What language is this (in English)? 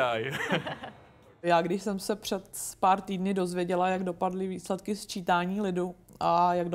Czech